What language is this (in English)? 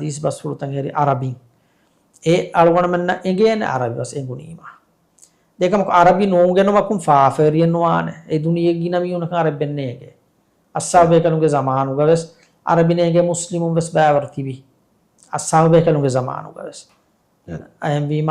Divehi